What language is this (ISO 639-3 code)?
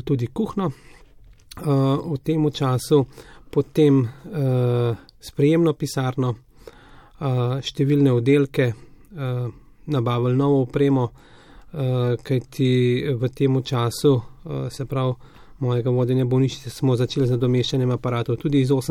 slv